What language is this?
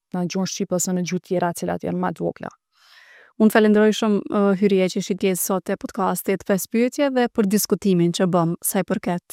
Albanian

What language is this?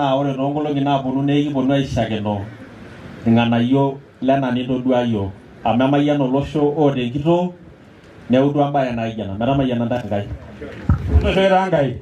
Masai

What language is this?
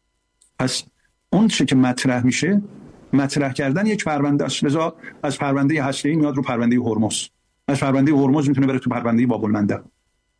Persian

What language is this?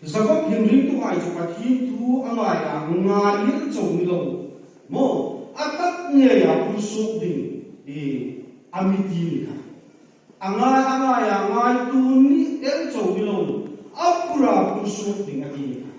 Hmar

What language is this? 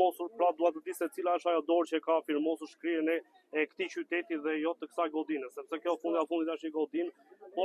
Albanian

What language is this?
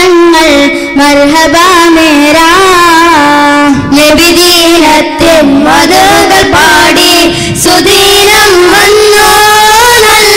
Malayalam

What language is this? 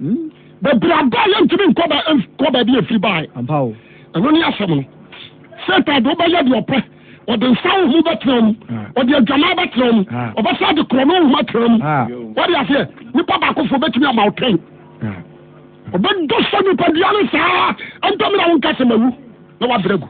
Akan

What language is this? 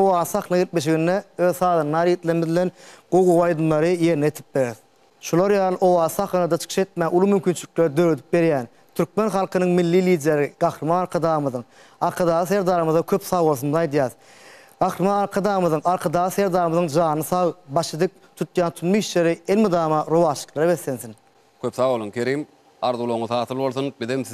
Turkmen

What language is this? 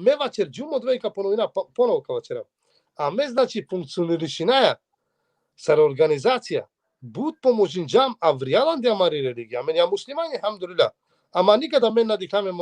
Balkan Romani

